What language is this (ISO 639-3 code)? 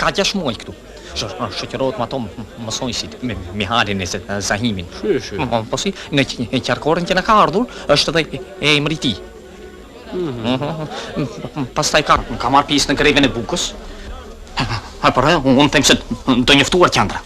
sqi